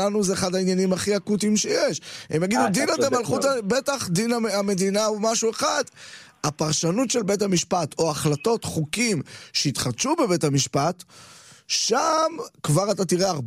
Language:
Hebrew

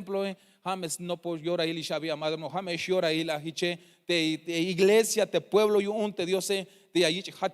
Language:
Tzeltal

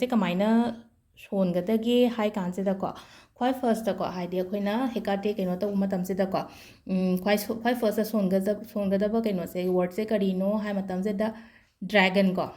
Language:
Manipuri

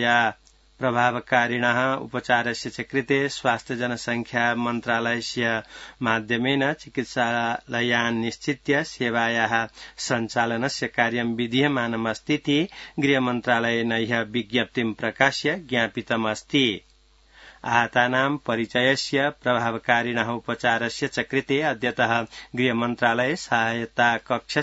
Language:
Sanskrit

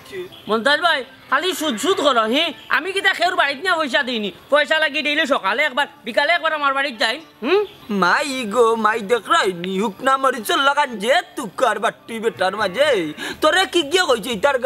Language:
Sylheti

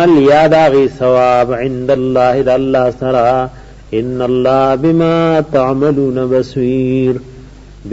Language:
Pashto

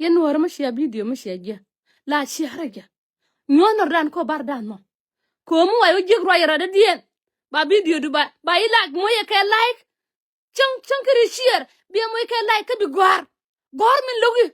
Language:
Nuer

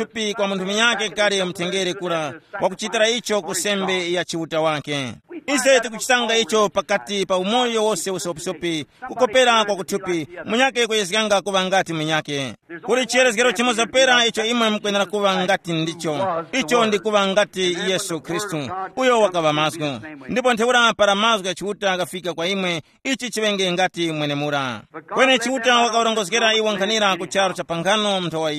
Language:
Tumbuka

